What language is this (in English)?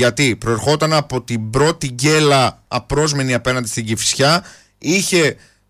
Greek